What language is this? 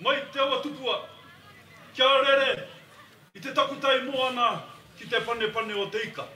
Māori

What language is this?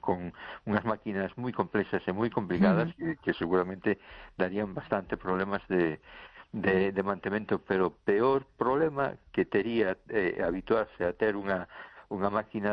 Galician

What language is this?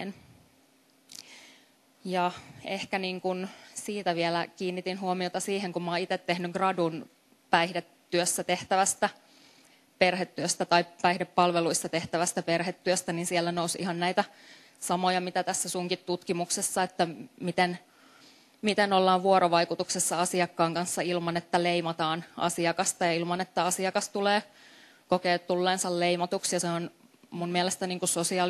Finnish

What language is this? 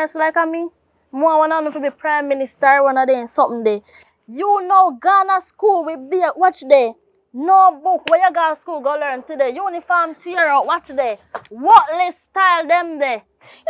Jamaican Creole English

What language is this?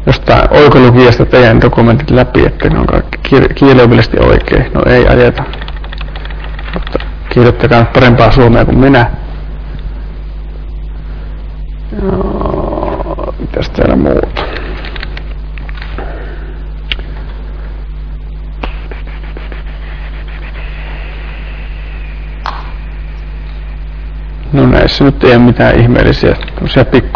Finnish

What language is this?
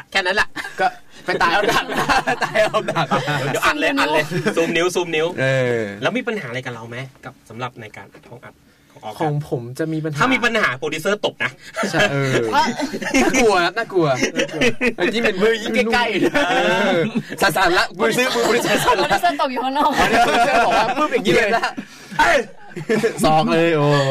Thai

